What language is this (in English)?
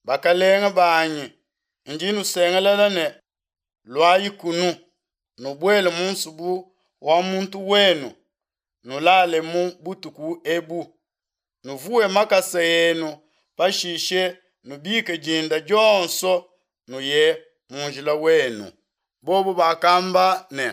Luba-Lulua